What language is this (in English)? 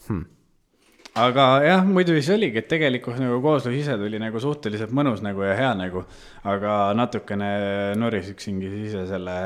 Estonian